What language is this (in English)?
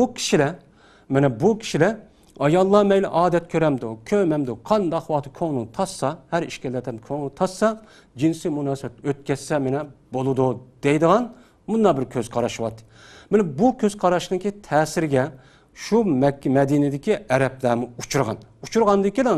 Uyghur